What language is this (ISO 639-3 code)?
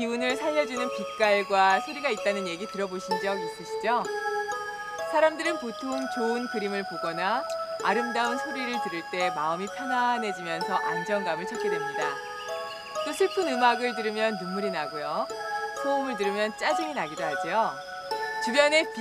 kor